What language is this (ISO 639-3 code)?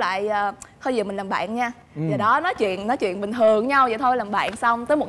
vie